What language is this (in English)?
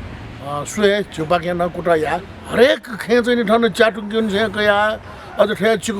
Newari